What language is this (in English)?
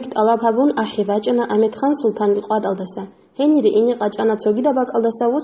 Avaric